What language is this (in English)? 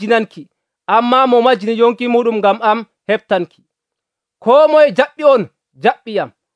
Nigerian Fulfulde